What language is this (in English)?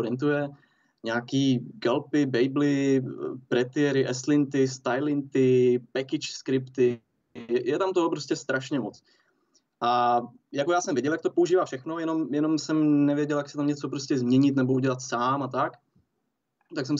Czech